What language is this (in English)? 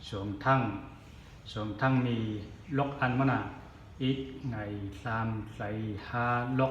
Zhuang